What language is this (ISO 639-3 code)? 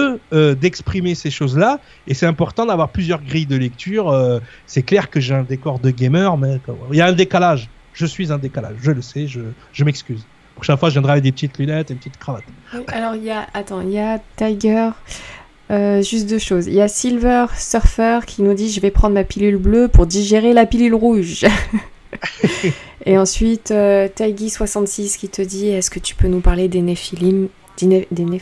fra